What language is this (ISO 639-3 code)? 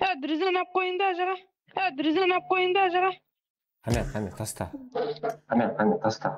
kaa